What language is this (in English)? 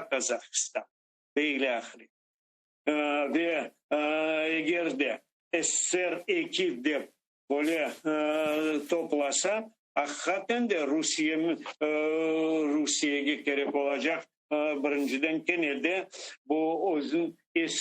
Crimean Tatar